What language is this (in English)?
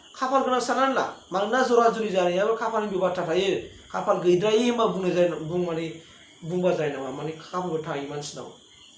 Bodo